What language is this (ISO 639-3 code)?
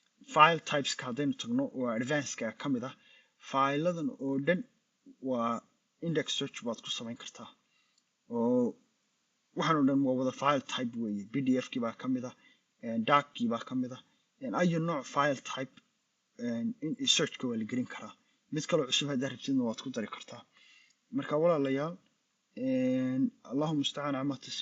som